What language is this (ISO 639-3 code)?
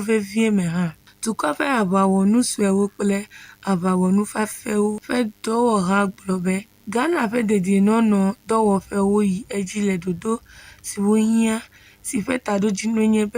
ewe